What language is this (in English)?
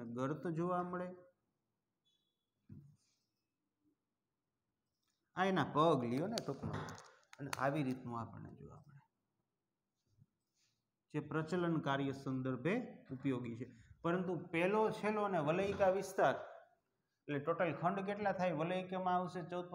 Gujarati